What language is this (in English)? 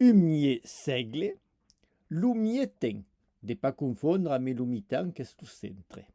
Occitan